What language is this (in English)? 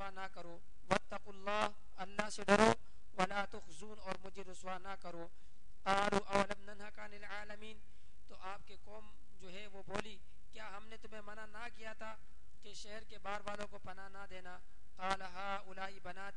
Urdu